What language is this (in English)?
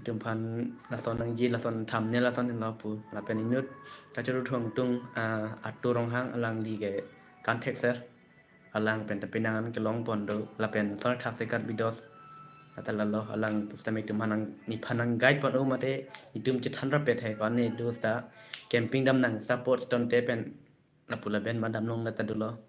Karbi